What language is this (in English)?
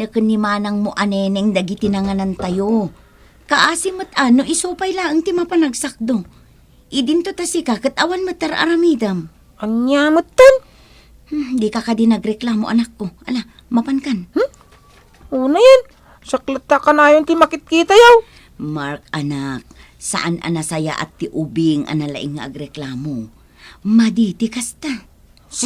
Iloko